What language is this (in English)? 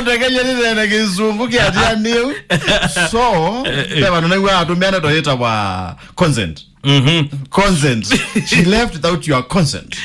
Kamba